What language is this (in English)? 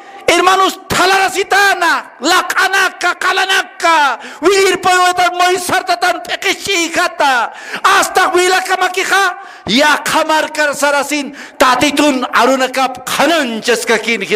Aymara